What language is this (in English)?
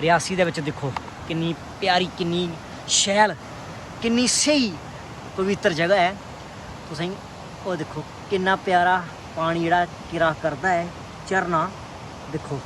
Dogri